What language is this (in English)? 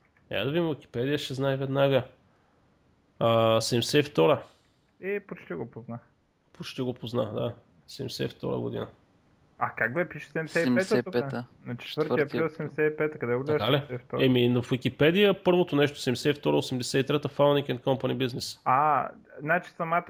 Bulgarian